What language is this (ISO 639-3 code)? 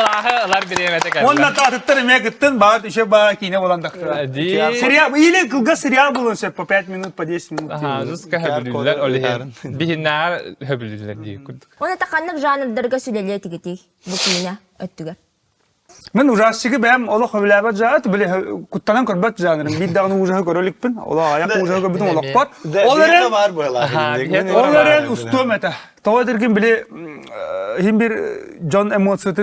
sah